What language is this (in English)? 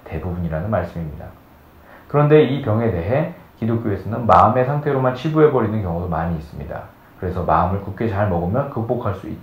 Korean